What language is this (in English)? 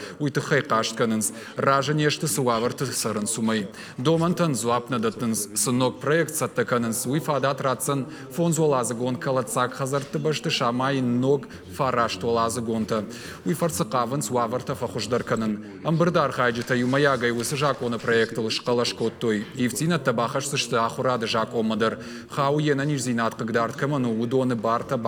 Ossetic